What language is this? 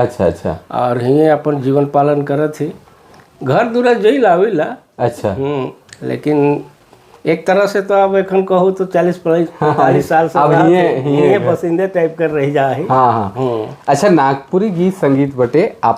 Sadri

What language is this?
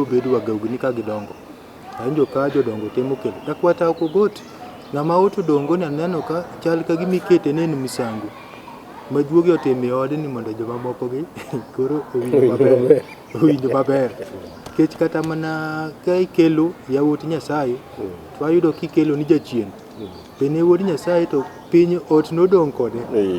Luo (Kenya and Tanzania)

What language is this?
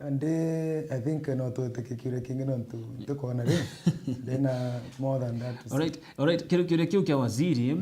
Meru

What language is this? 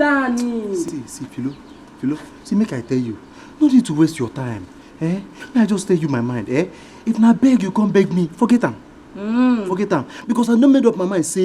Nigerian Pidgin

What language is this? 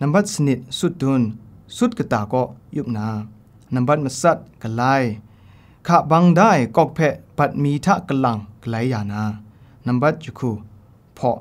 Kachin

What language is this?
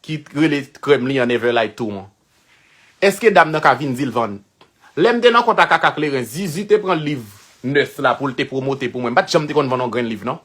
Haitian Creole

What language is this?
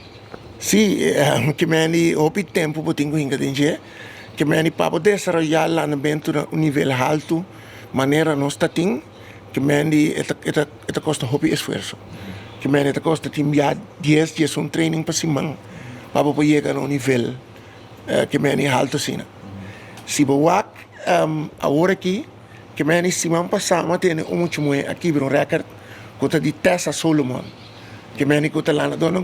Papiamento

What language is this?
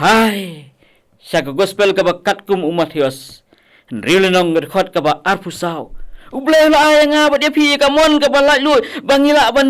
Khasi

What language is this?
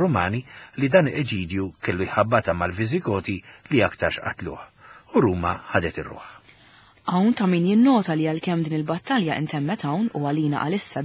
Maltese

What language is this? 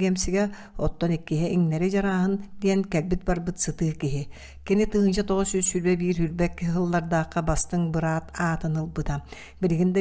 Yakut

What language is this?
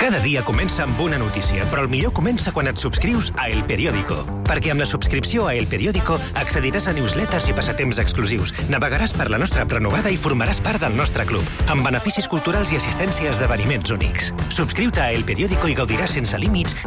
Catalan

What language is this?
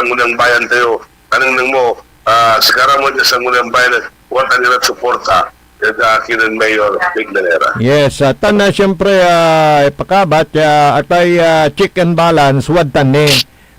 Pangasinan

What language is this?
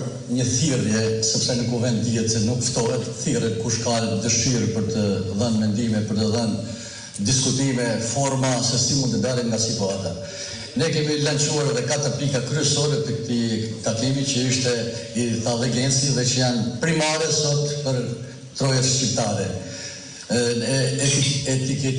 Albanian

